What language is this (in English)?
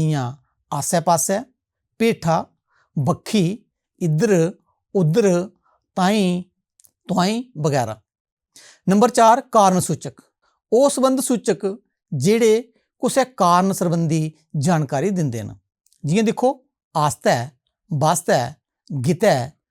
Dogri